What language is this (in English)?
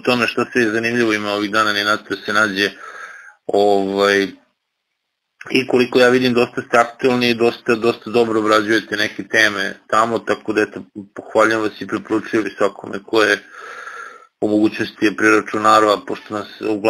Serbian